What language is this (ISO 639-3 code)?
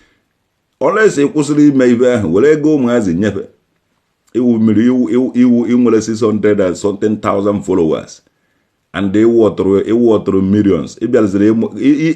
ibo